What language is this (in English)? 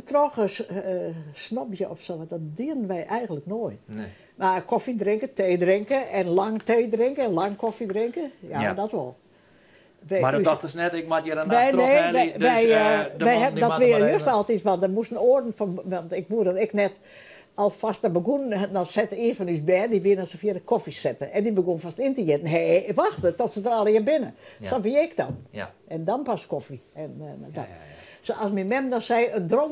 Western Frisian